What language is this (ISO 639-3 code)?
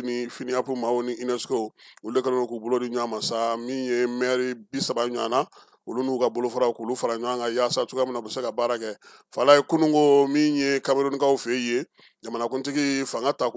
bam